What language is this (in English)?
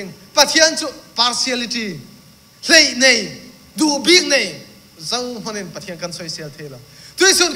Thai